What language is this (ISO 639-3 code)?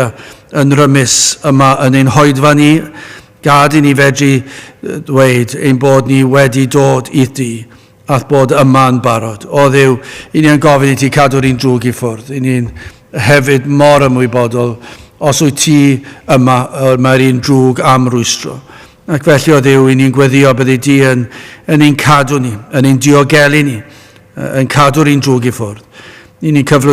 cym